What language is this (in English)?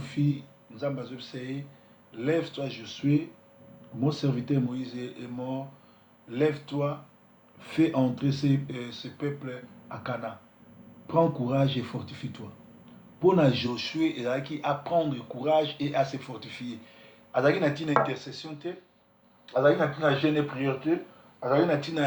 Lingala